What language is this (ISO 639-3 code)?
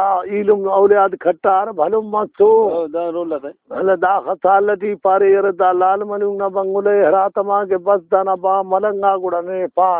brh